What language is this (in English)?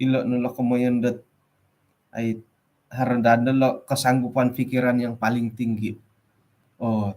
Central Dusun